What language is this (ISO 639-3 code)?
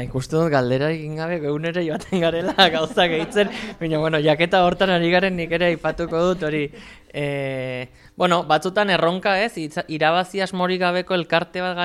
eus